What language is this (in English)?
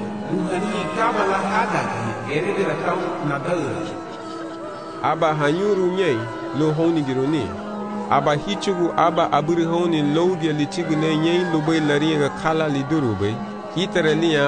Garifuna